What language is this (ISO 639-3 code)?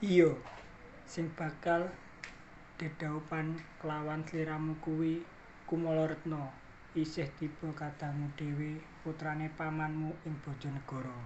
jav